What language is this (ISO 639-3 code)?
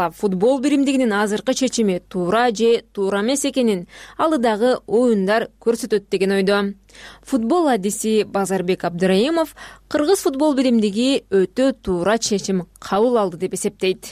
kir